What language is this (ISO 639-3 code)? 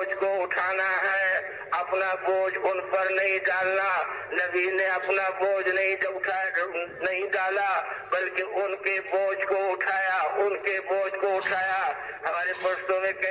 urd